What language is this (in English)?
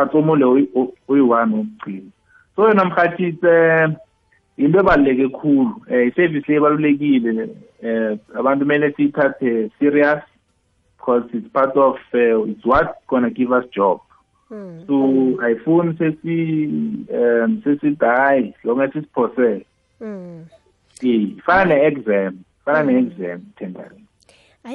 South Ndebele